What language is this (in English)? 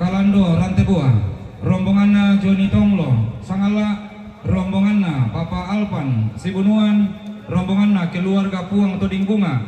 Toraja-Sa'dan